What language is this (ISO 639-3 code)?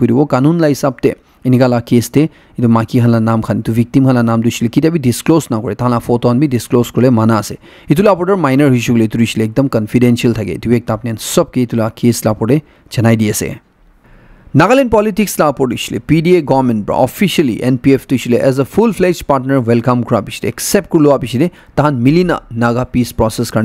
nag